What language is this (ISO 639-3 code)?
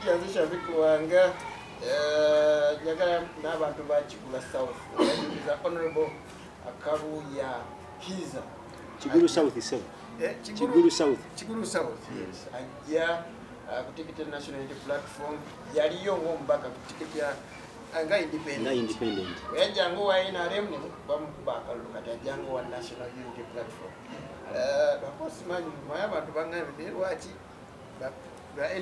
lug